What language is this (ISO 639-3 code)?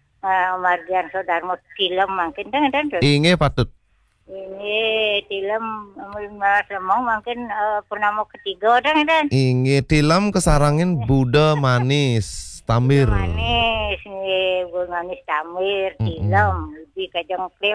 ban